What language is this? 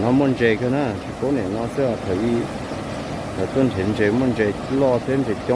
Hmong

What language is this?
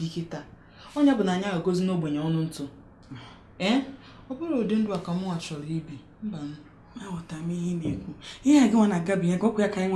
Igbo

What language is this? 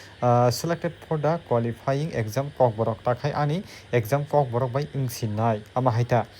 Kok Borok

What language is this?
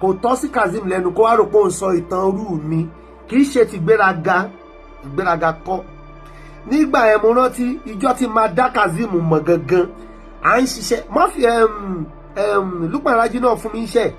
Yoruba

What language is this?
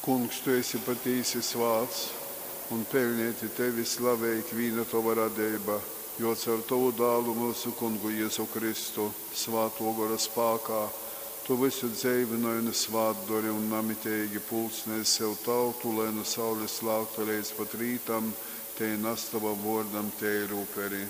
Latgalian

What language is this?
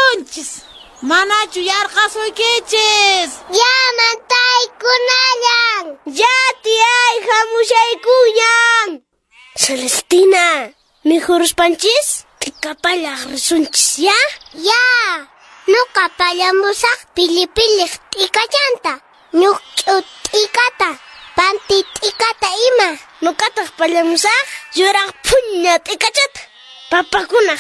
Quechua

